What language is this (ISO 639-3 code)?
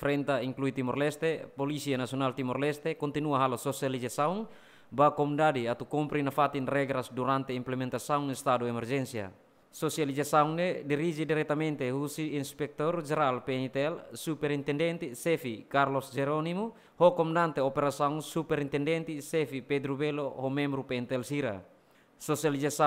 tet